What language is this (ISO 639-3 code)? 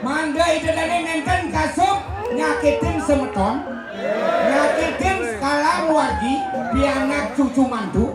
ban